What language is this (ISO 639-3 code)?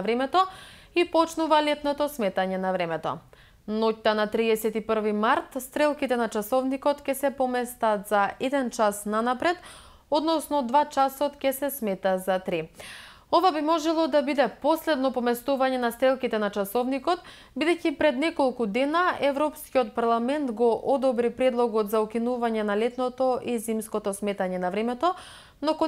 mkd